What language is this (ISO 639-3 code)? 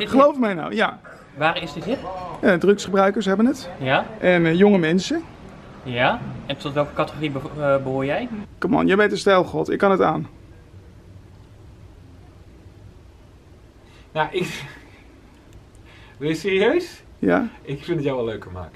nld